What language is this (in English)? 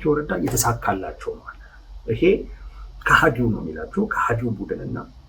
Amharic